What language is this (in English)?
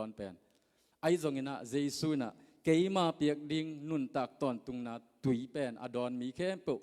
Tedim Chin